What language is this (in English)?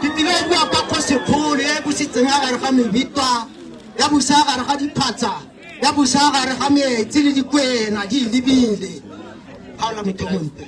Tswana